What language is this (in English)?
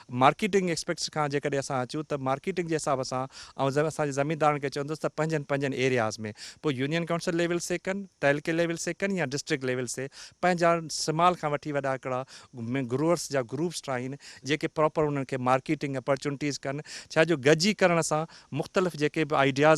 Sindhi